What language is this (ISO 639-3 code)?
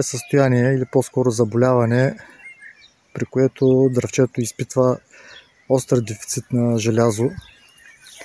bul